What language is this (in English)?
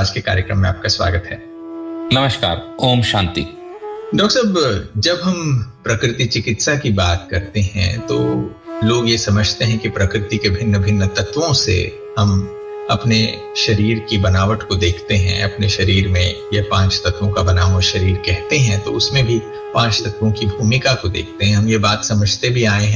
Hindi